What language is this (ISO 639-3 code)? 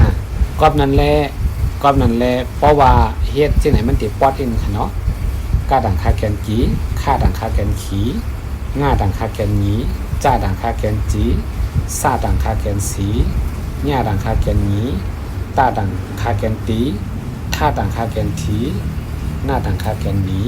shn